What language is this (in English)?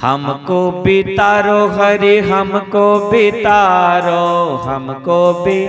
Dogri